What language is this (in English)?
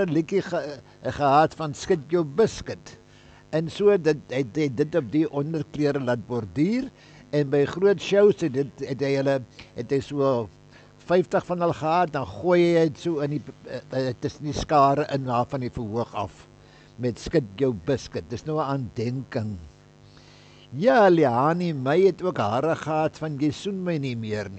Afrikaans